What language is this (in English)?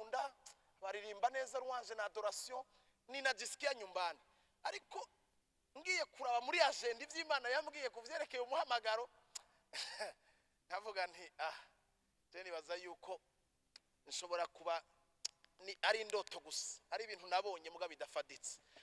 Rundi